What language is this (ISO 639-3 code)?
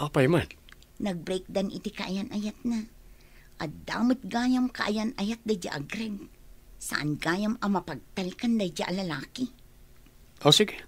ilo